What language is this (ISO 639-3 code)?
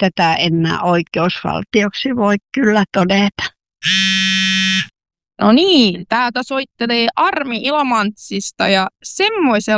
fin